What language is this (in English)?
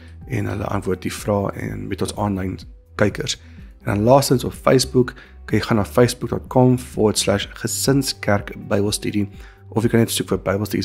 Afrikaans